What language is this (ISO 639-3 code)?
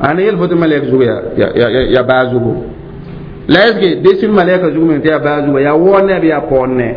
mos